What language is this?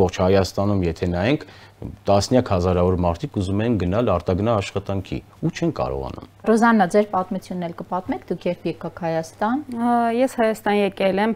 Armenian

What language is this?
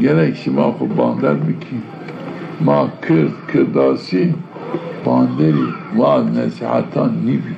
Zaza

